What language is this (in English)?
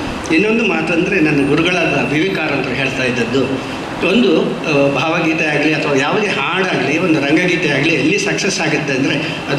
Kannada